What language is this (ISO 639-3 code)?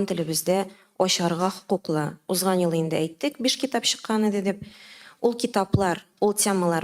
tat